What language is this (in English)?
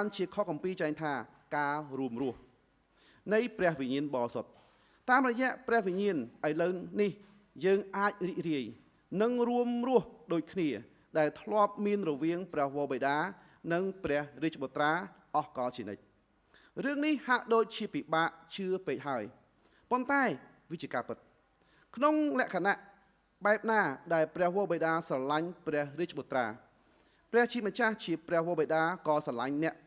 Khmer